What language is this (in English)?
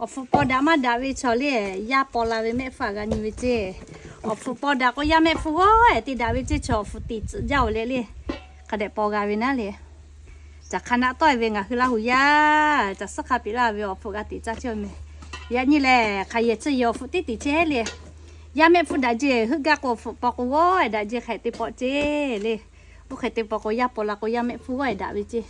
Lahu